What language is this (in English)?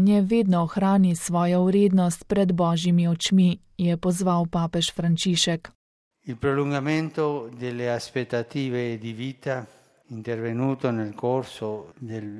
Slovenian